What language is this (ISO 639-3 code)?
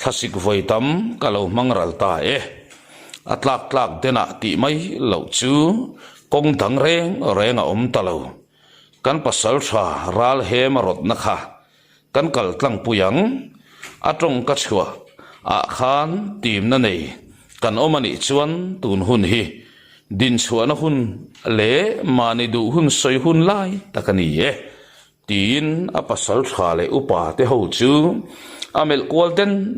lus